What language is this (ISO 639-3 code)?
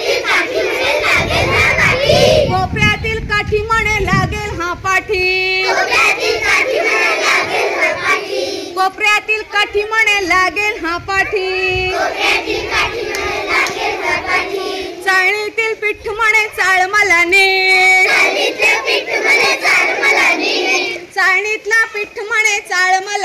mar